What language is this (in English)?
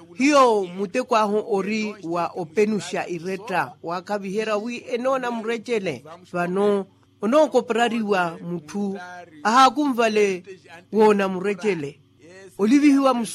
Makhuwa